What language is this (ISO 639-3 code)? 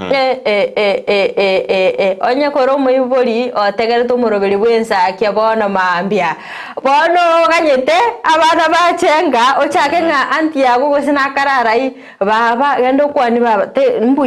guz